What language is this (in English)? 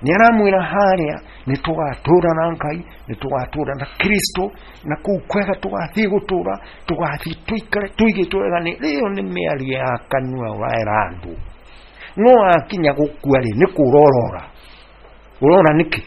Kikuyu